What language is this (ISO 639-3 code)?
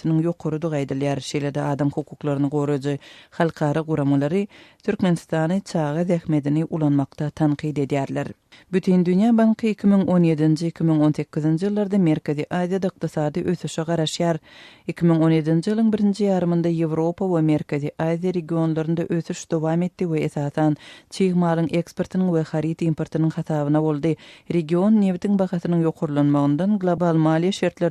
tuk